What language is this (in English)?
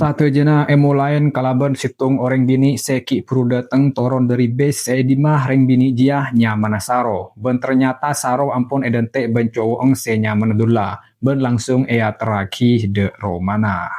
Madurese